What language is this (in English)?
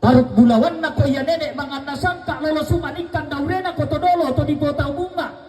Toraja-Sa'dan